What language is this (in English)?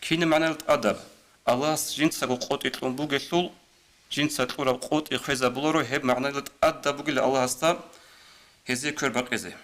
Avaric